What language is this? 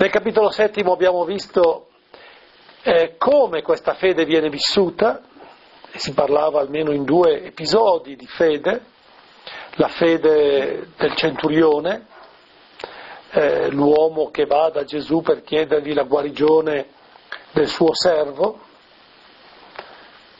Italian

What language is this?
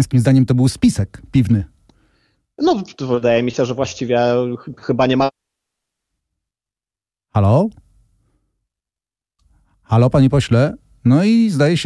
Polish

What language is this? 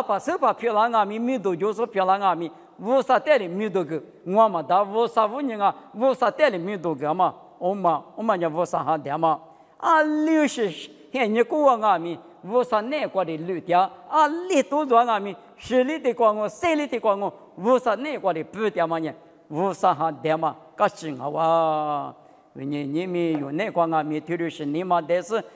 Lisu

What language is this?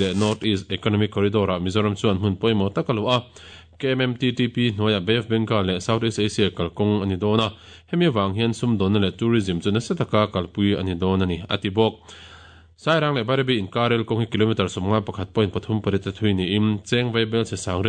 Mizo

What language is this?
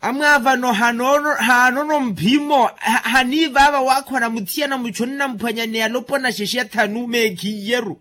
Makhuwa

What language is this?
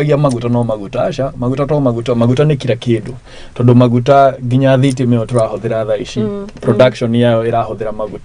Kikuyu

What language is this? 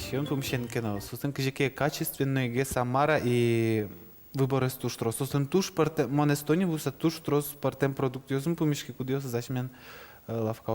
Udmurt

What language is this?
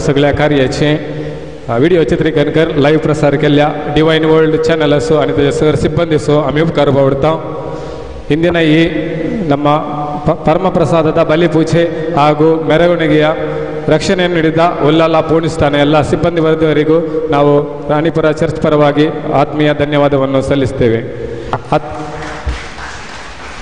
Konkani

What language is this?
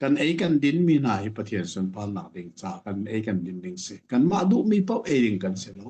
Hakha Chin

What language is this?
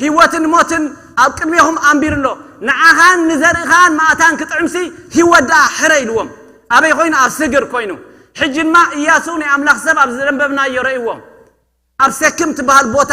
Tigrinya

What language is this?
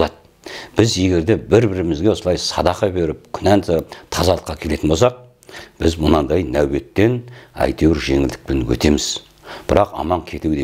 Kazakh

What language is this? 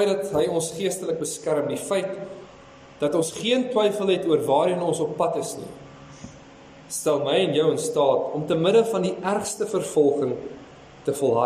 Afrikaans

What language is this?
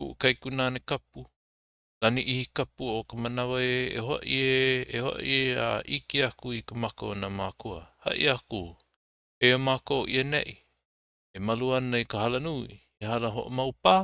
Hawaiian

